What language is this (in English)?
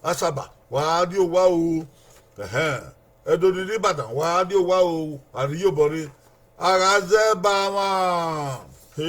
Bini